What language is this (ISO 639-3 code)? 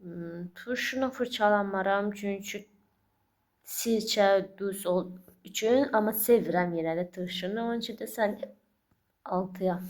aze